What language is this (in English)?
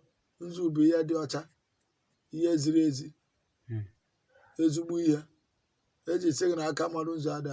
Igbo